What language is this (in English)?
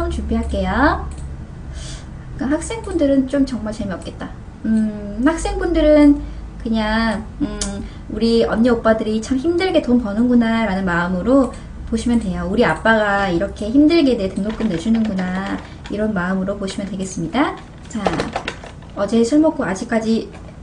Korean